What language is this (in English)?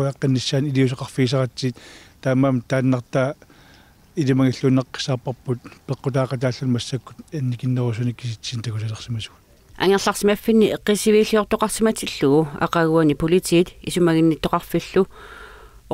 Kalaallisut